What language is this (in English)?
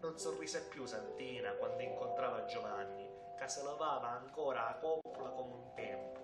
Sicilian